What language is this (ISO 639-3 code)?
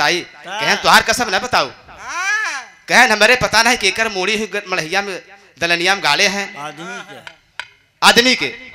bho